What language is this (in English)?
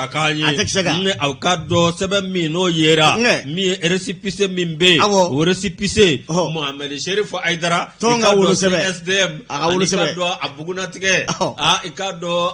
Bambara